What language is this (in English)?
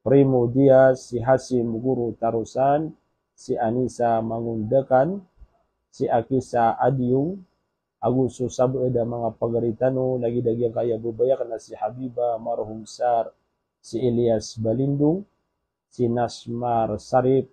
Maranao